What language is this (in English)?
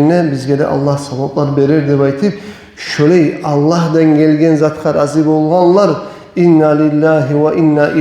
Kumyk